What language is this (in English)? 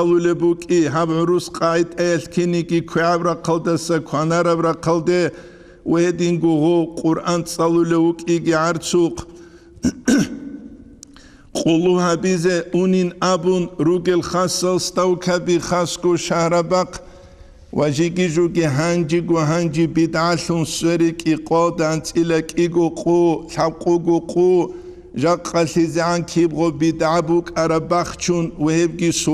Avaric